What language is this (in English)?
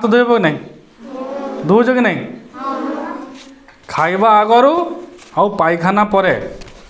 Odia